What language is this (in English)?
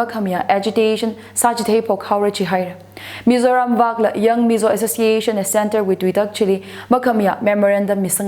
Tangkhul Naga (India)